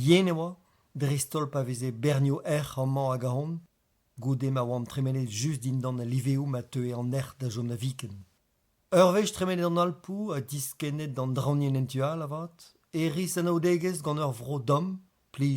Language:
Breton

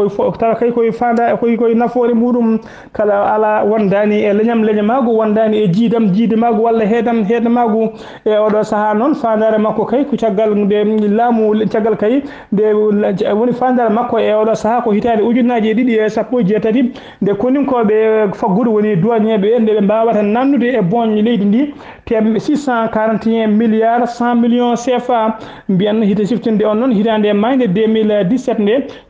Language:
Fula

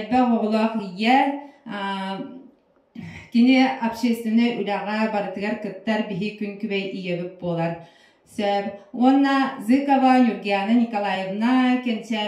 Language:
Yakut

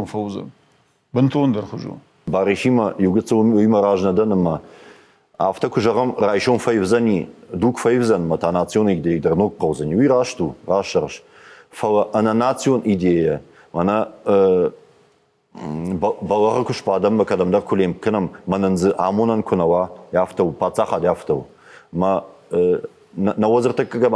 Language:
Ossetic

